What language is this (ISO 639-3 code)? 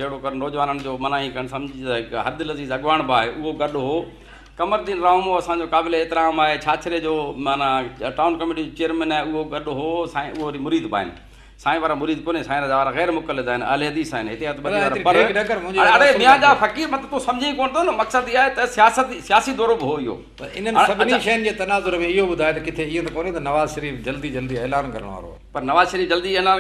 snd